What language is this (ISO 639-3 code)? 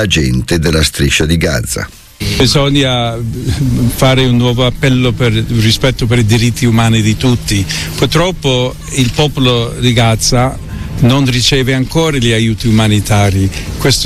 ita